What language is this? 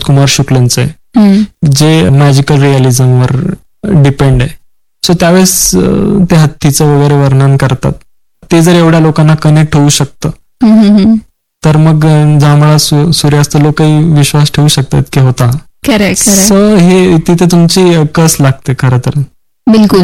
Marathi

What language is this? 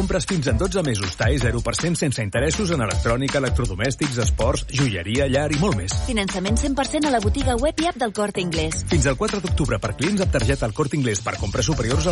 Catalan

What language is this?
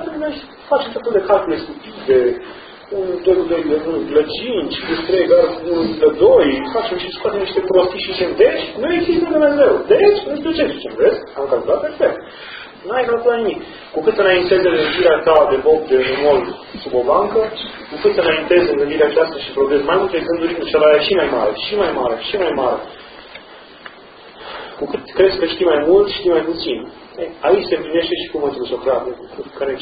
Romanian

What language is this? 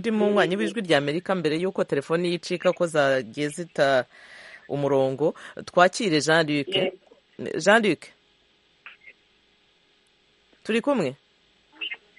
Kinyarwanda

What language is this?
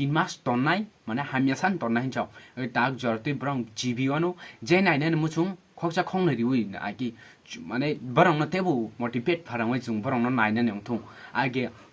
Kok Borok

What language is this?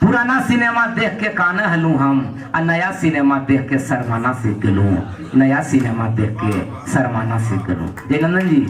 Magahi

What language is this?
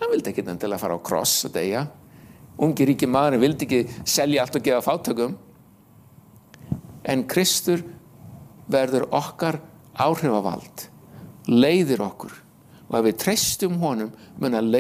Icelandic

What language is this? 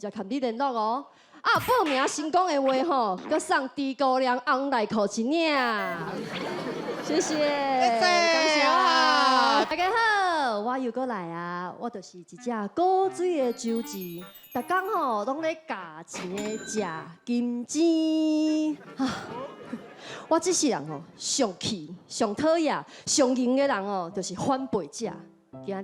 Min Nan Chinese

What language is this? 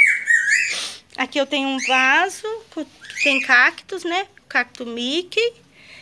Portuguese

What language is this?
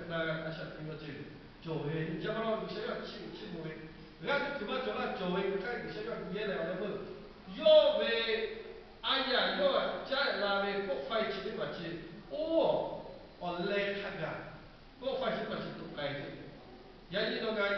Lahu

